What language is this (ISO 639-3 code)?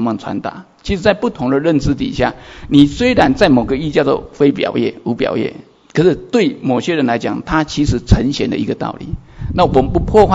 zho